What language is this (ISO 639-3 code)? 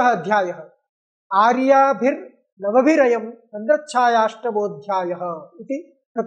san